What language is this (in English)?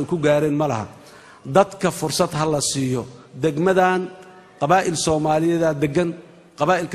Somali